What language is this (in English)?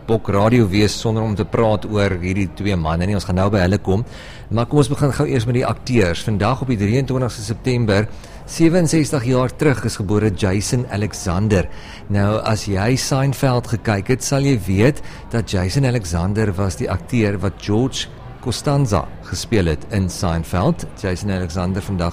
Afrikaans